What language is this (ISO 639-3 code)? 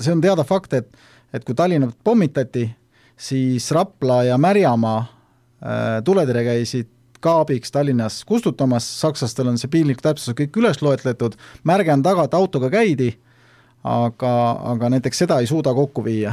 est